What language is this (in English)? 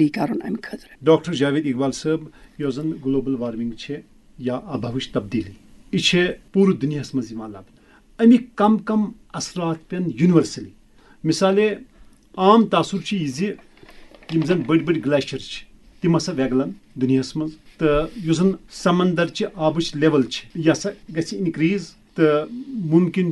Kashmiri